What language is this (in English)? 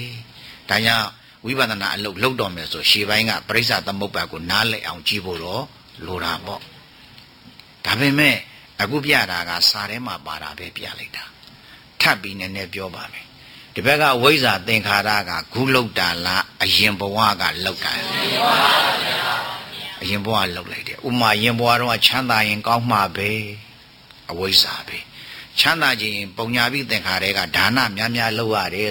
Burmese